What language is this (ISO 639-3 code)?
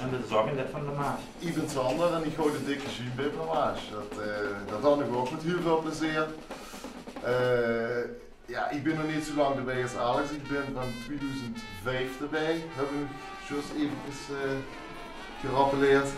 lim